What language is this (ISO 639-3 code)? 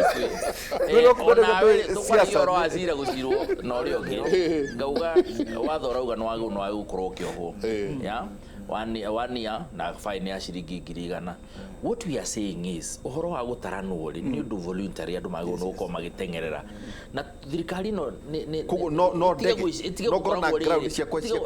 kik